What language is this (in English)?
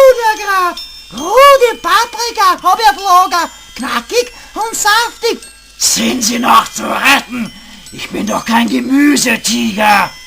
Bavarian